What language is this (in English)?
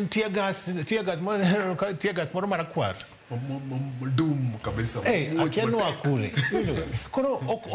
Luo (Kenya and Tanzania)